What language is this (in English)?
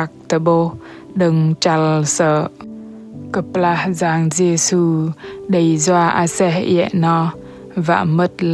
Bahnar